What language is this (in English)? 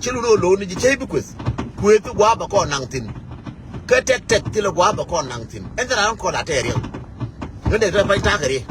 Nuer